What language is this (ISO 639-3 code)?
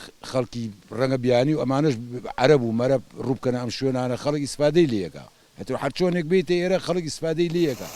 ckb